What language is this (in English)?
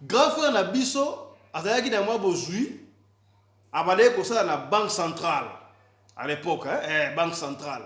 Lingala